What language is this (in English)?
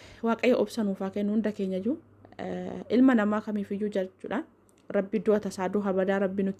Oromo